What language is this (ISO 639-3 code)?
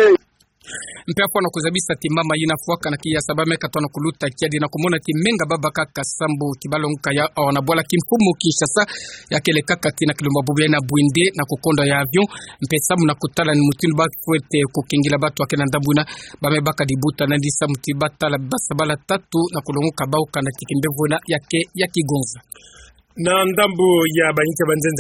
ktu